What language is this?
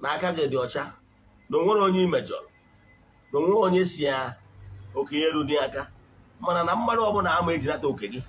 Igbo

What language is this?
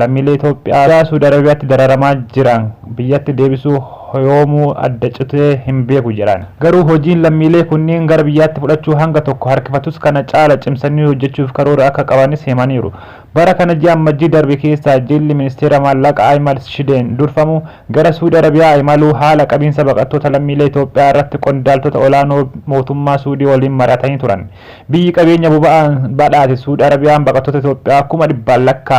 Oromo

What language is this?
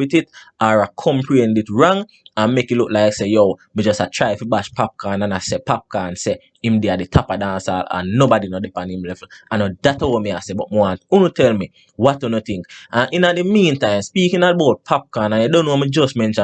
Jamaican Creole English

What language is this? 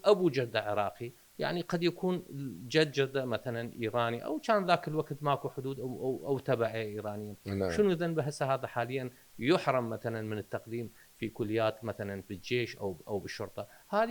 Mesopotamian Arabic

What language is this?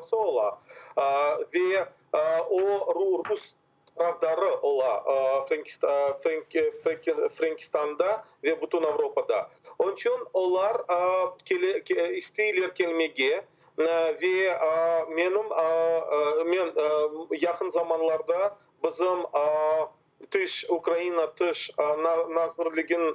Crimean Tatar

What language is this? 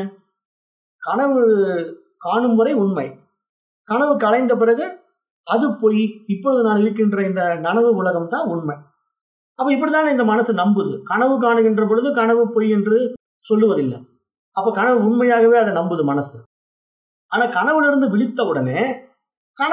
Tamil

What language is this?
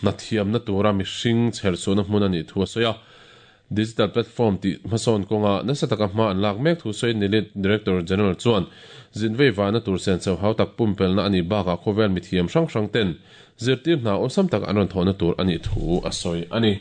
Mizo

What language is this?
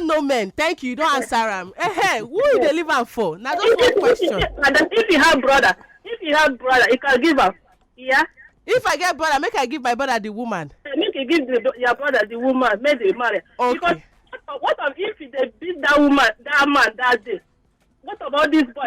Nigerian Pidgin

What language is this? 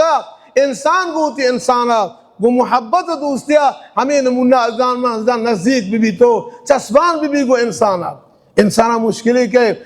Baluchi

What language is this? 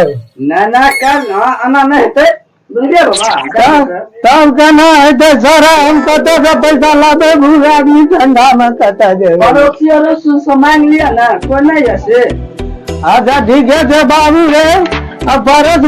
Maithili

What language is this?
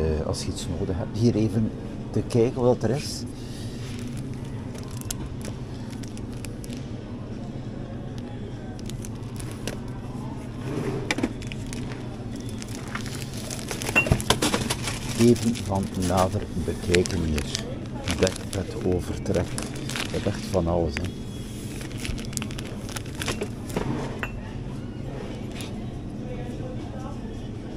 Dutch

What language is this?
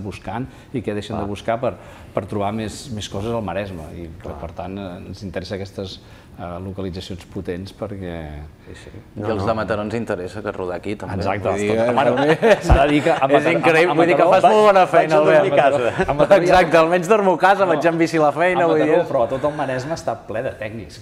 Catalan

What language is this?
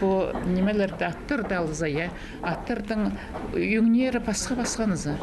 Khakas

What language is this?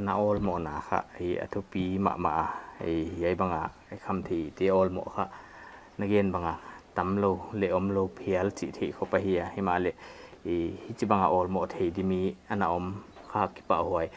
Paite Chin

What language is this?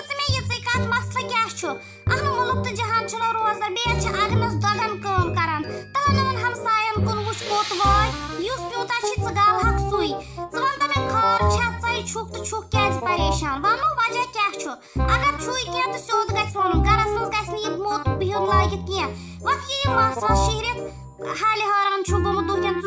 Kashmiri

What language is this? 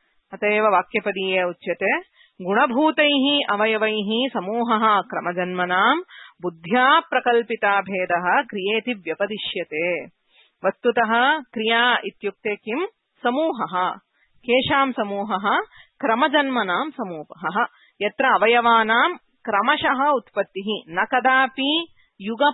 Sanskrit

